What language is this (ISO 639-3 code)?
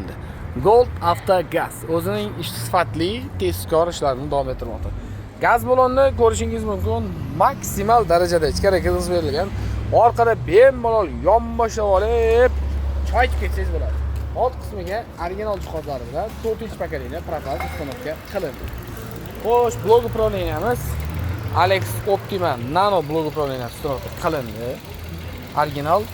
uzb